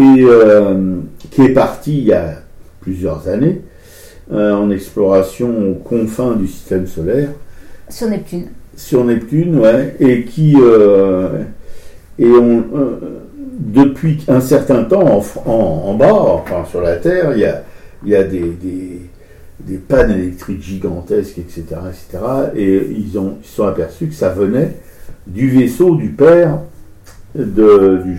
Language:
French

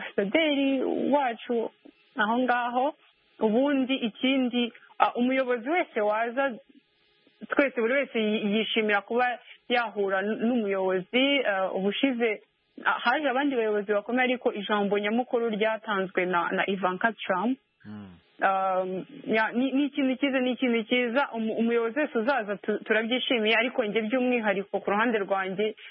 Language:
Kinyarwanda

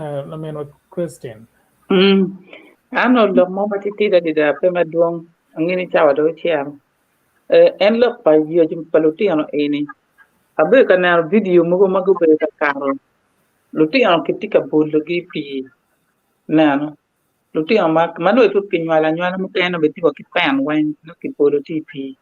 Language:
Acoli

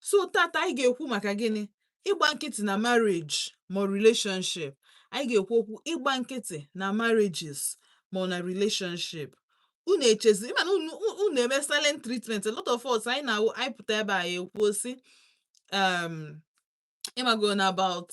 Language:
Igbo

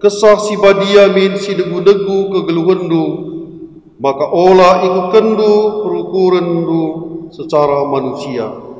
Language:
Batak Karo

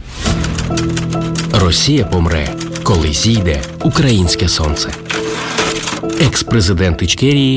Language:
Ukrainian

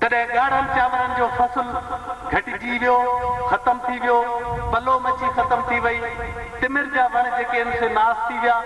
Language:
Sindhi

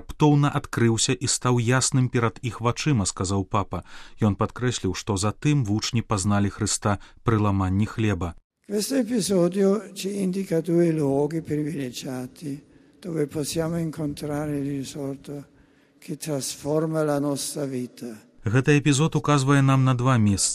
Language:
Belarusian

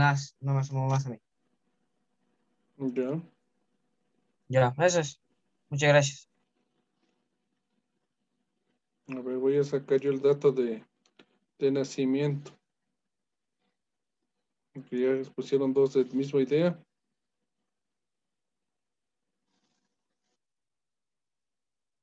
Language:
Spanish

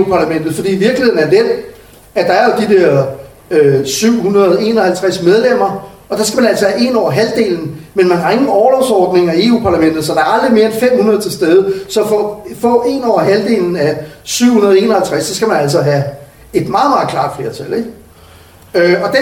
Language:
Danish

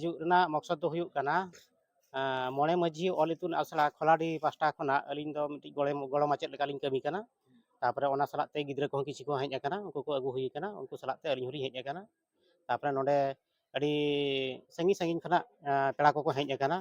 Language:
Santali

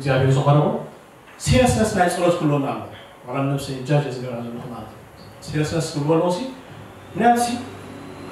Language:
Tigrinya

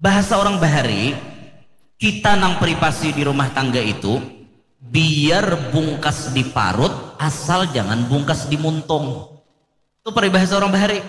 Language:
Banjar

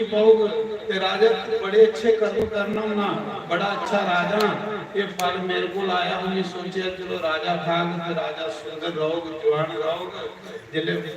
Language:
Dogri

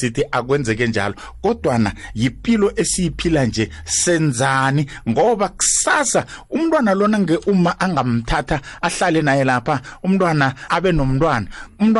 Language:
South Ndebele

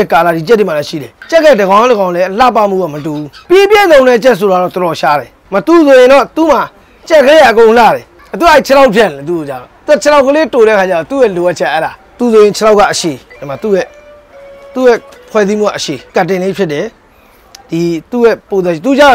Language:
Burmese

